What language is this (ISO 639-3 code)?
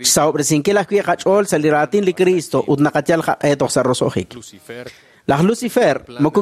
kek